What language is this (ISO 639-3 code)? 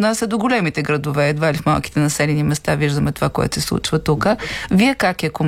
bul